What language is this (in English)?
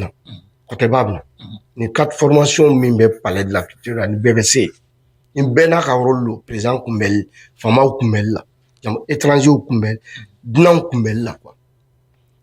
Bambara